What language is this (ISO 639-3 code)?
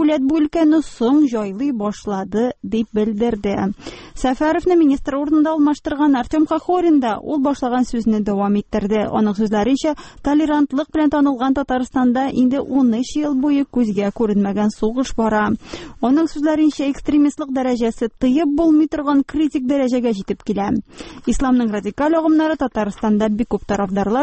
tat